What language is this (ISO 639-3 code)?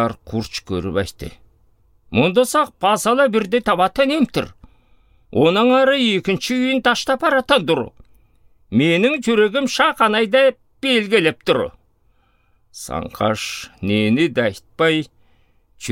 alt